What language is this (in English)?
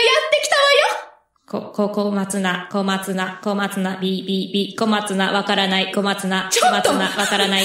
Japanese